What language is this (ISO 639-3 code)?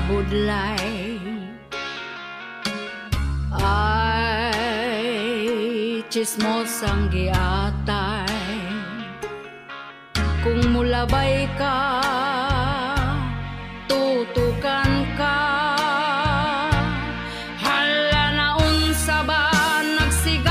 ceb